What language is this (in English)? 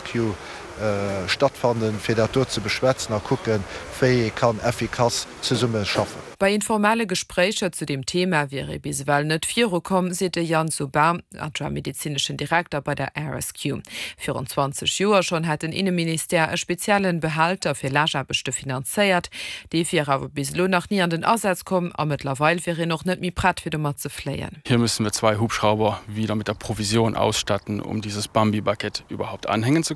Luxembourgish